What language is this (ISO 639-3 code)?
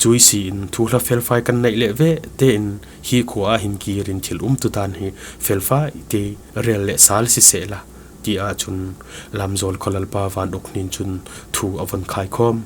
cfm